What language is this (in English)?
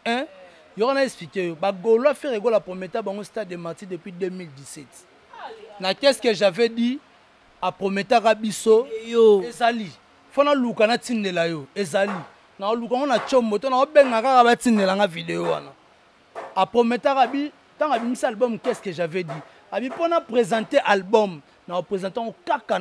Lingala